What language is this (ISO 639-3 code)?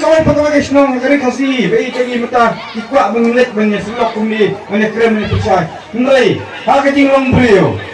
kha